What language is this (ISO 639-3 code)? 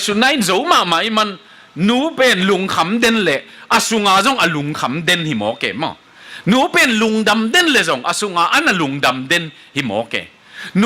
ctd